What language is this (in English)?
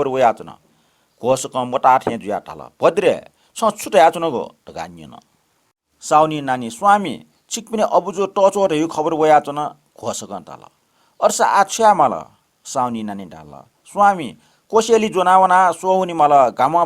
Newari